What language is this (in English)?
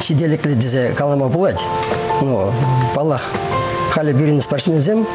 Chuvash